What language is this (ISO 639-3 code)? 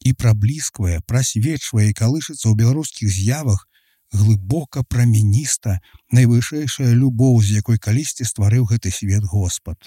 bel